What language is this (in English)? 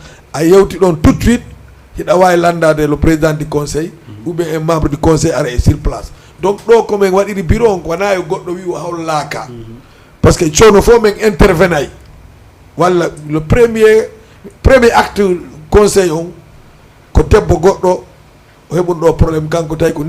Fula